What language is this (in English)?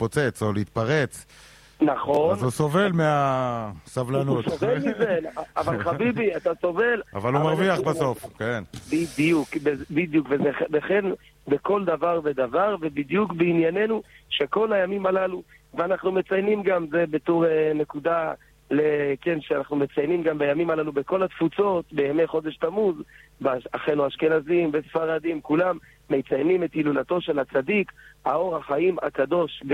Hebrew